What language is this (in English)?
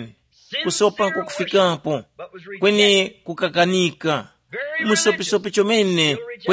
Tumbuka